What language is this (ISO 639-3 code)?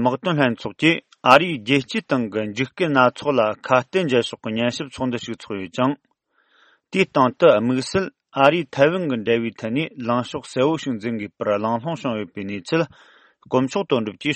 bod